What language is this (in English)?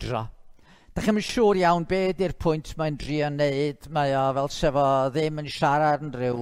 Welsh